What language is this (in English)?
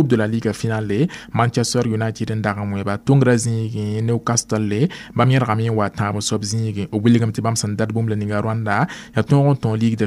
Mossi